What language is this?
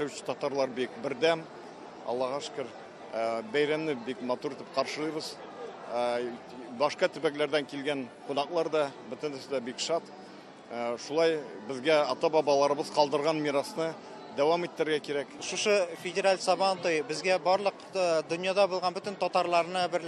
Tatar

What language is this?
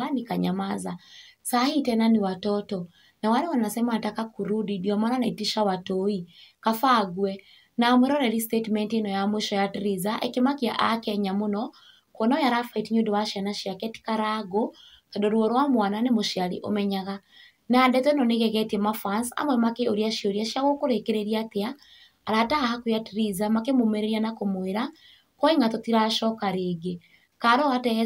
Kikuyu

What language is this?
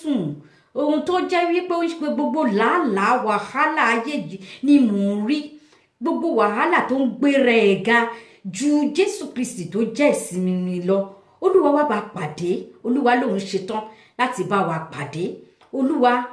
Yoruba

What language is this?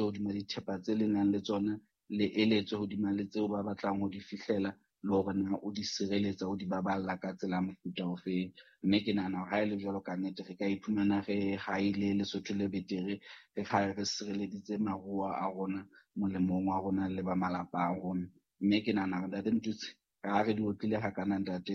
Southern Sotho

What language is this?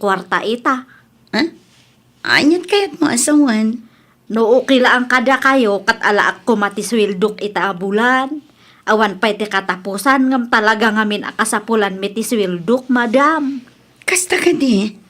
Iloko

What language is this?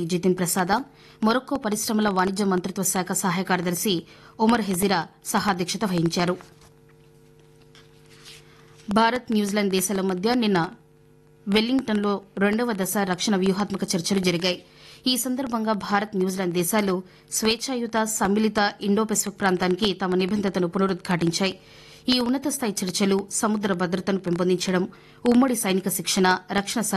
Telugu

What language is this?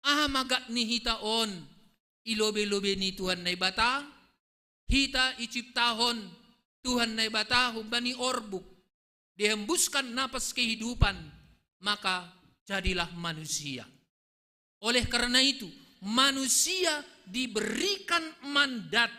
Batak Simalungun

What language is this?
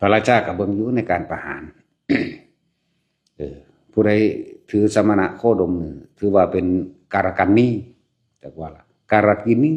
Lao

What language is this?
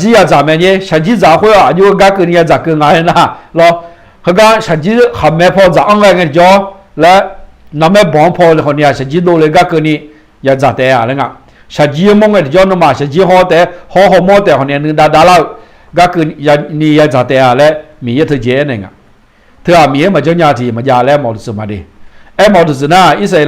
Akha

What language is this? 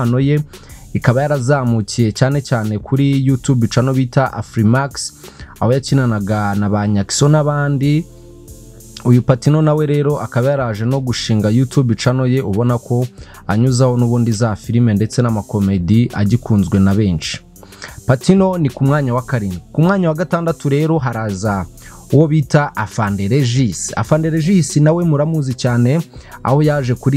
Kinyarwanda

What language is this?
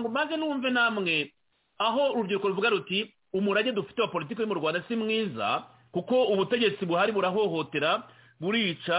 Kinyarwanda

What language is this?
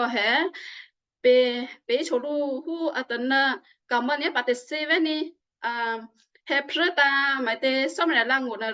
Western Kayah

